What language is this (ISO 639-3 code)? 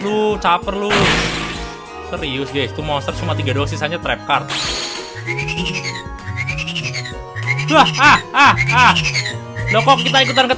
ind